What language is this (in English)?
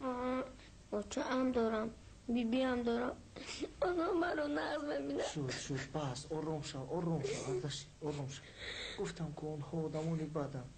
Tajik